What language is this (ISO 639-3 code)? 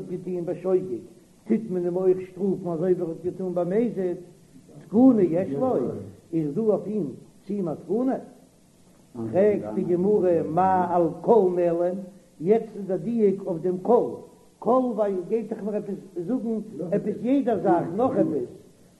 yid